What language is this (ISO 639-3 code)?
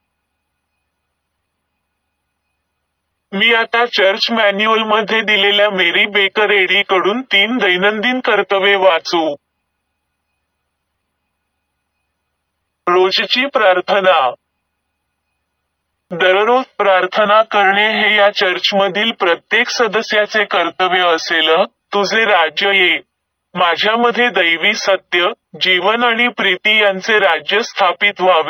mar